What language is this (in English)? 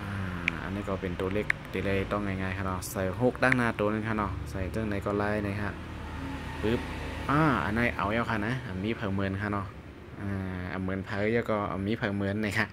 Shan